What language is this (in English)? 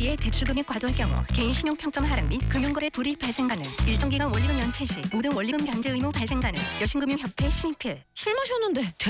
Korean